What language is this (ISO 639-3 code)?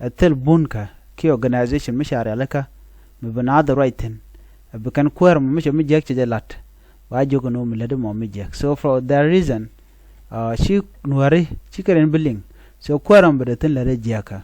nus